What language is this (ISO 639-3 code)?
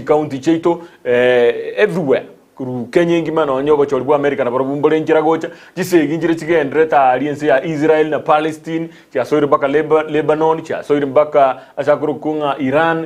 guz